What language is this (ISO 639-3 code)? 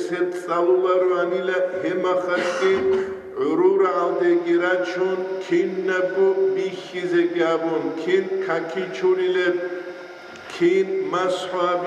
ava